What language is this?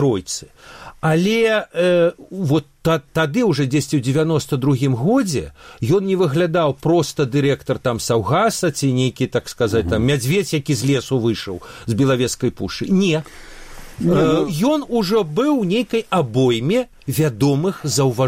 Belarusian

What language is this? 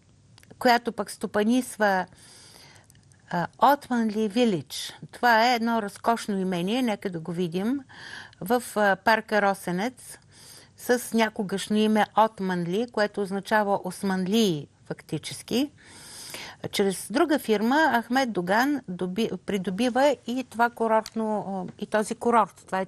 Bulgarian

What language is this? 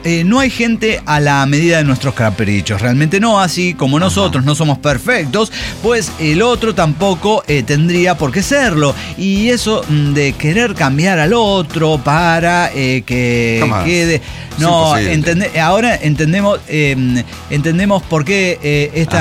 Spanish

